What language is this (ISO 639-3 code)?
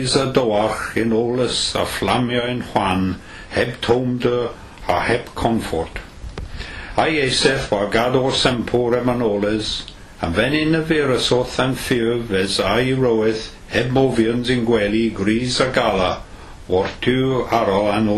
cym